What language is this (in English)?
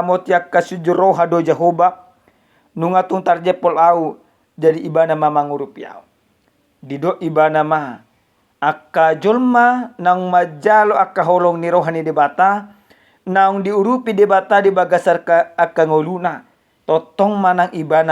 Batak Toba